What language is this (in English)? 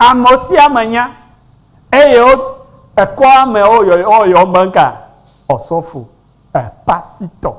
Ewe